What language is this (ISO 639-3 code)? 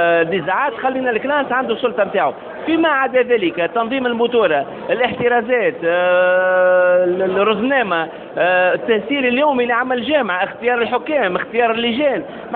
aeb